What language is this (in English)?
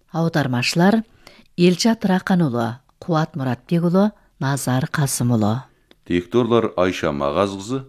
Kazakh